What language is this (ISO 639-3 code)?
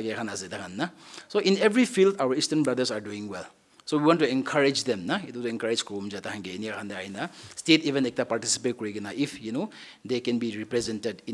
nag